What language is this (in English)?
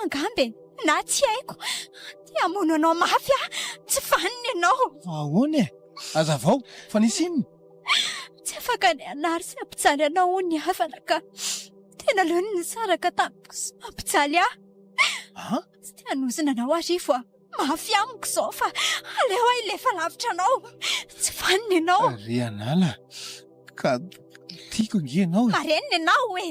Malagasy